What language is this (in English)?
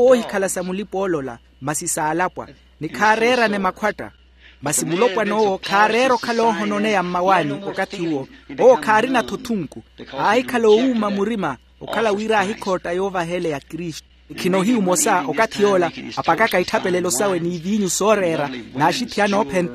Makhuwa